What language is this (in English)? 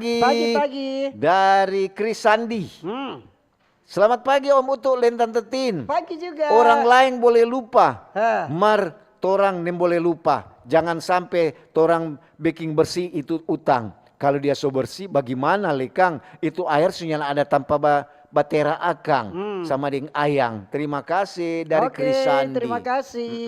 Manado Malay